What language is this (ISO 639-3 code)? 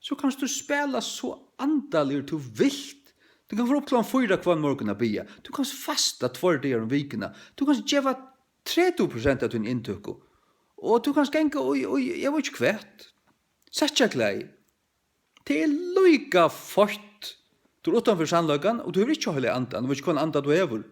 fao